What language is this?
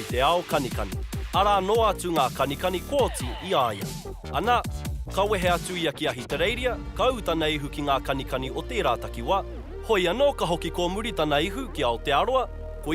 Māori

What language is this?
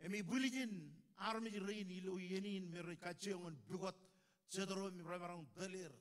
Marshallese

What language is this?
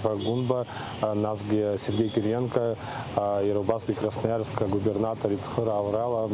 Abkhazian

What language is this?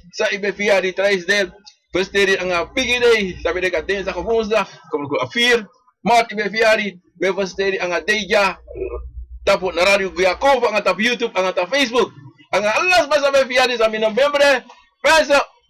Sranan Tongo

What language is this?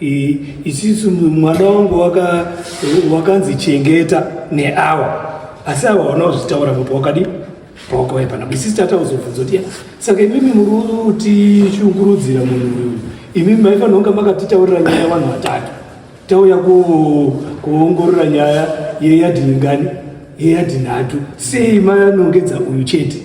Shona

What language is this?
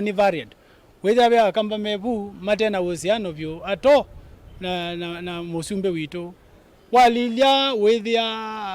Kamba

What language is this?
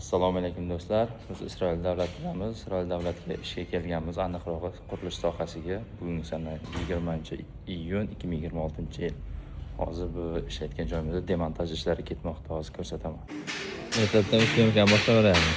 Uzbek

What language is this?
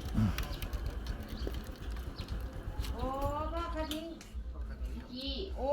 Northeastern Thai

